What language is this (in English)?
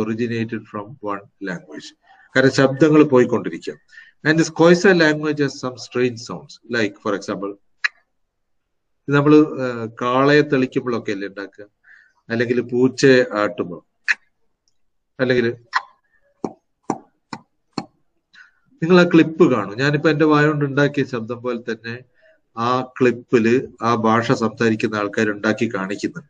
Malayalam